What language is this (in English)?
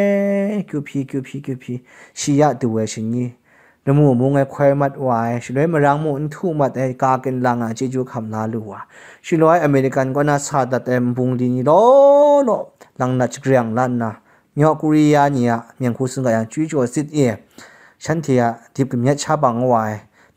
Kachin